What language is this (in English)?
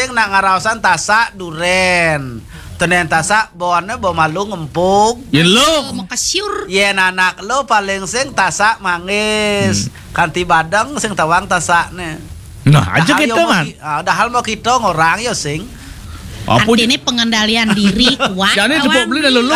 Balinese